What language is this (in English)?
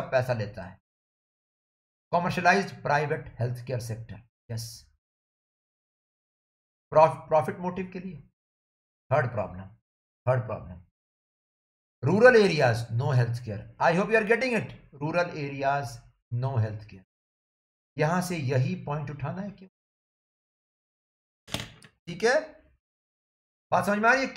Hindi